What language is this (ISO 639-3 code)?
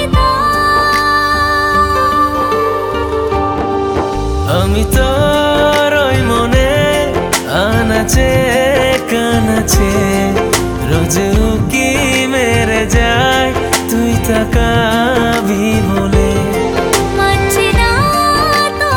ben